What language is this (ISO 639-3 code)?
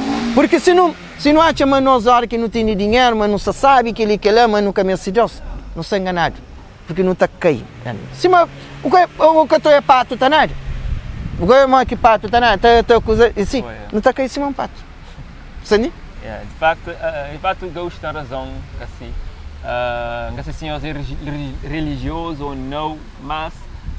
kea